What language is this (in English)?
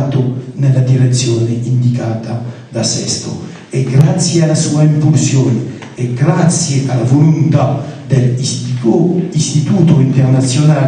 Italian